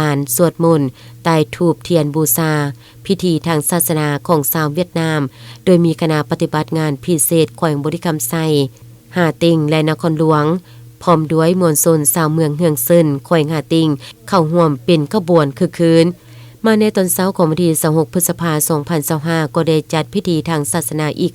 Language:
Lao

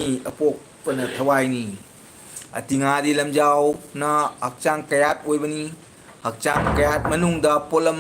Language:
Manipuri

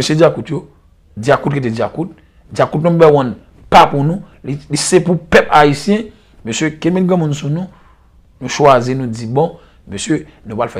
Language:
Haitian Creole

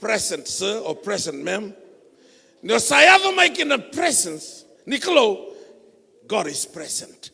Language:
Fijian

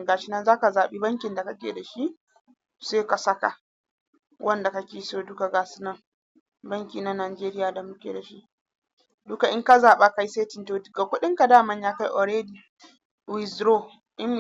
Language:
Hausa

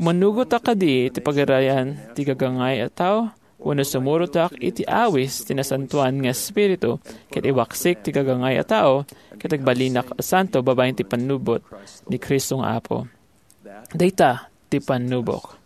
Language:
Iloko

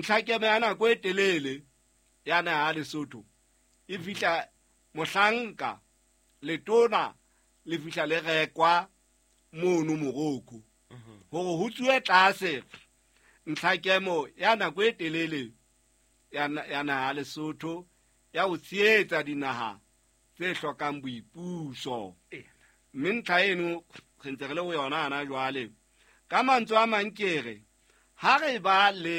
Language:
Southern Sotho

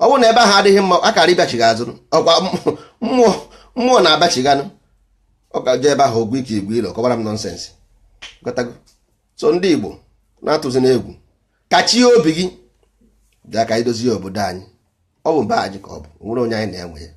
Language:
Igbo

